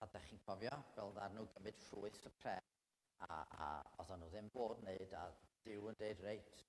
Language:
Welsh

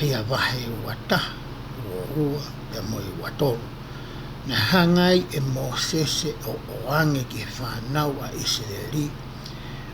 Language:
Tongan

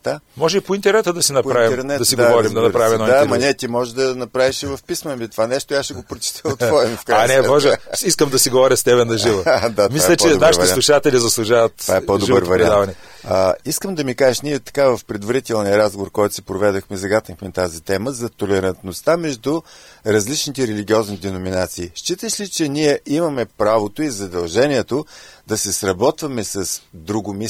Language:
Bulgarian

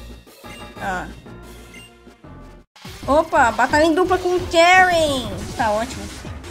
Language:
Portuguese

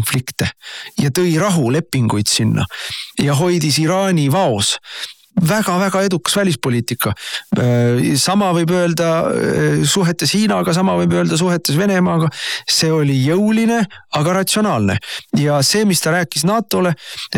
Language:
Estonian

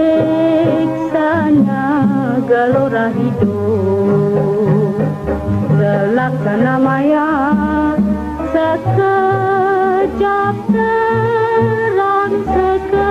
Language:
Malay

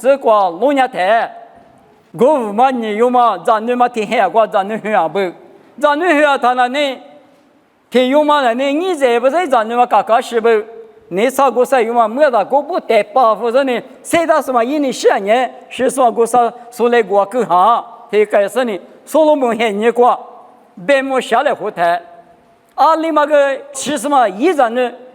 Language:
Lisu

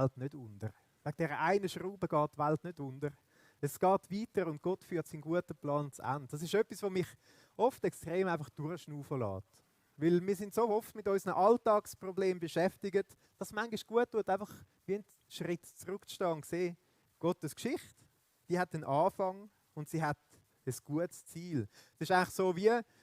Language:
Swiss German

